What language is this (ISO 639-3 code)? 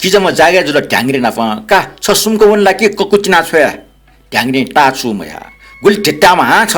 new